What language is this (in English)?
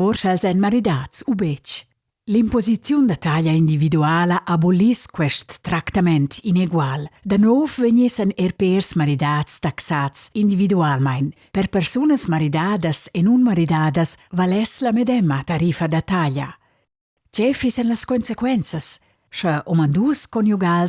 Romansh